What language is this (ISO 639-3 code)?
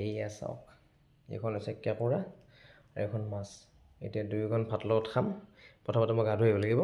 asm